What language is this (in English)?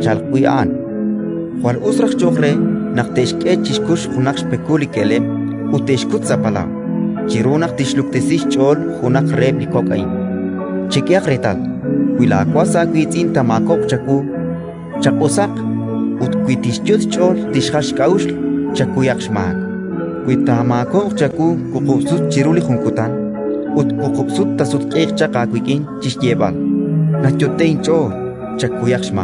Kekchí